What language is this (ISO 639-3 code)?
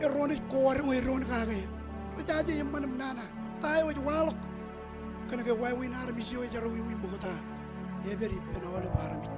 mah